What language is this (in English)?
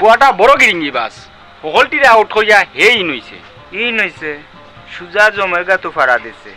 Sylheti